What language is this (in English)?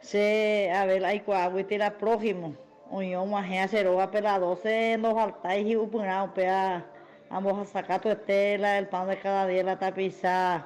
Guarani